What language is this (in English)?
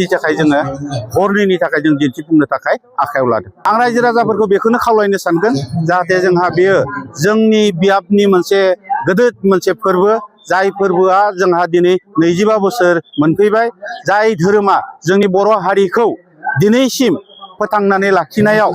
Bodo